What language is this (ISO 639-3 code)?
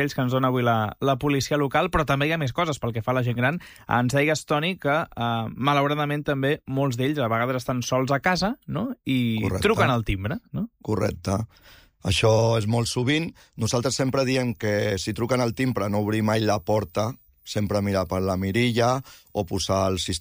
cat